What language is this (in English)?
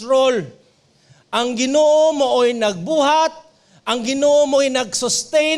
Cebuano